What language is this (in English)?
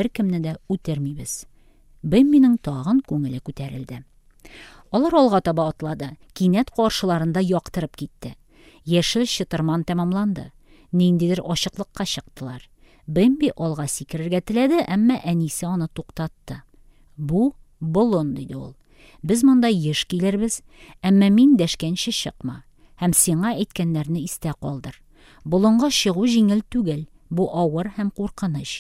Tatar